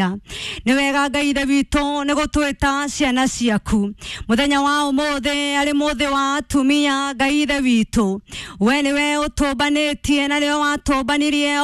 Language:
Kikuyu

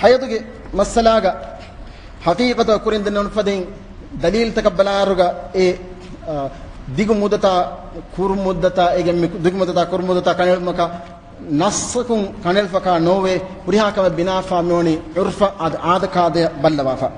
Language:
Divehi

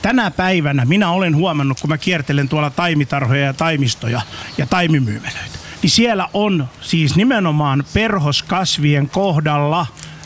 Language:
Finnish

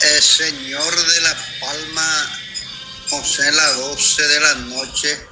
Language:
Guarani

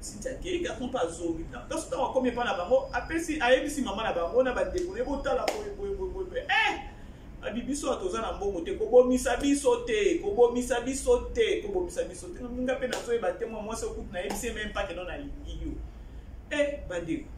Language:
Lingala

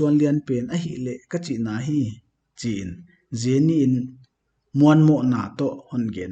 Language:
Paite Chin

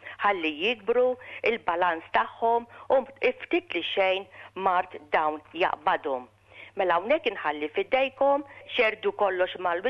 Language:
Maltese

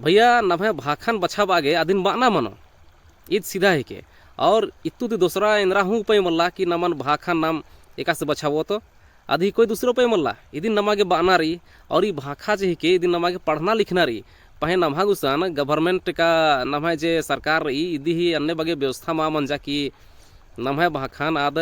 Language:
Kurukh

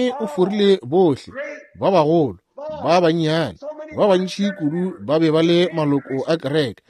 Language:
Northern Sotho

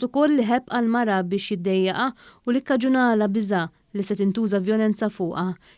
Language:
Maltese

